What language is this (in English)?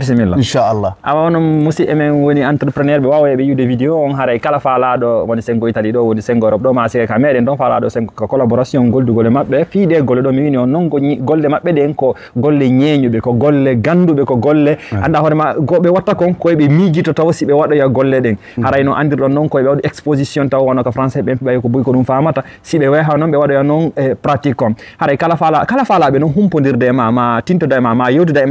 Fula